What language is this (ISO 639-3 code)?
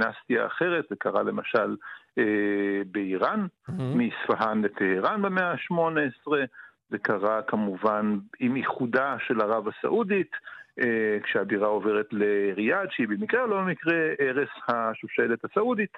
heb